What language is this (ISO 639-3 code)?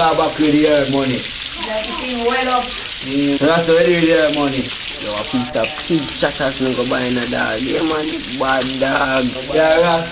jam